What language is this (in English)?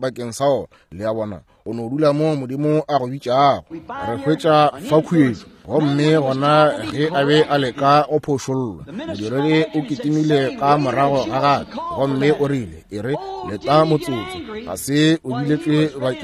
Northern Sotho